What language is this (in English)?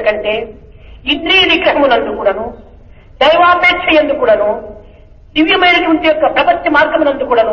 Telugu